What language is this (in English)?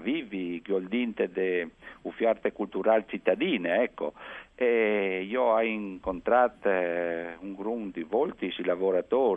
Friulian